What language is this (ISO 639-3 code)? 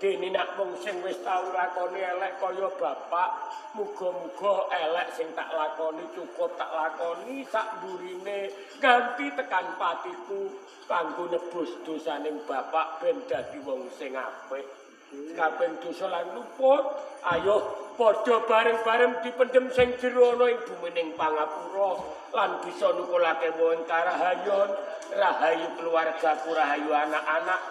jav